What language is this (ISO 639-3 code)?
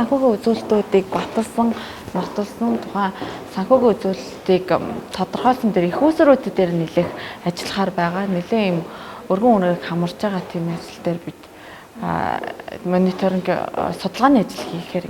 mon